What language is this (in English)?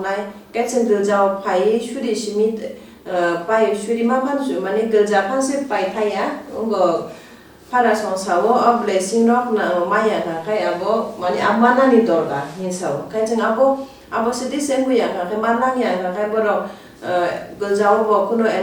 Kok Borok